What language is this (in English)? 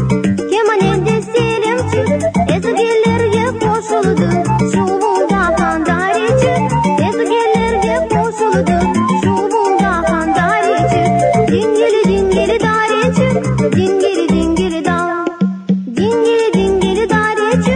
Crimean Tatar